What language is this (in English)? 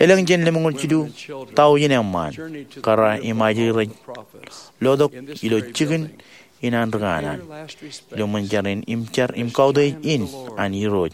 Marshallese